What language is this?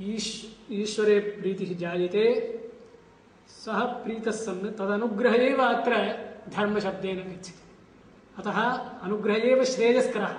Sanskrit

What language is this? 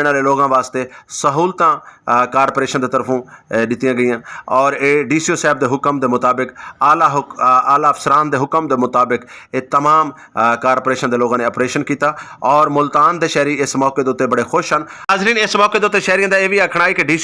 Saraiki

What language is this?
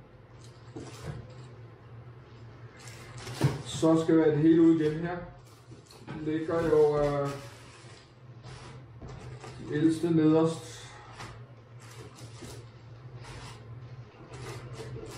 Danish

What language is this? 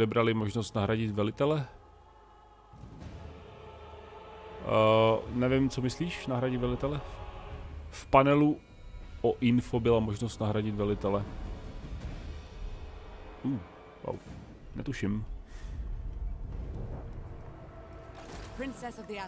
Czech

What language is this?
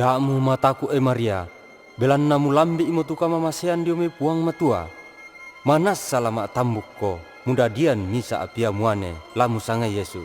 Toraja-Sa'dan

